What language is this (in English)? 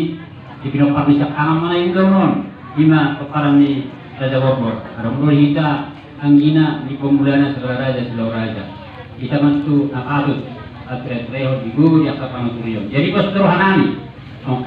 Batak Toba